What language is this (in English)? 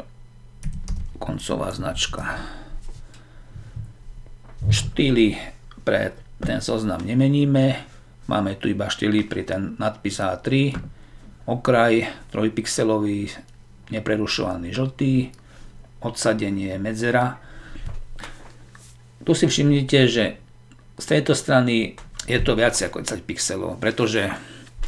Slovak